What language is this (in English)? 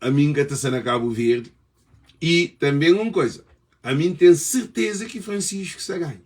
Kabuverdianu